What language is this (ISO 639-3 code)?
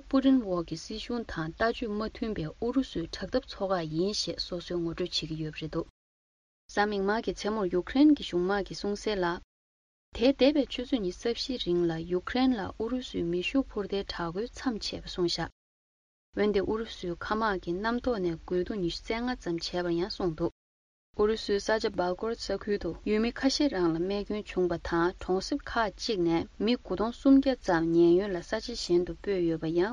bod